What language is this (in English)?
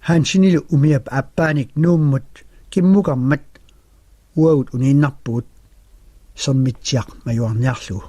Kalaallisut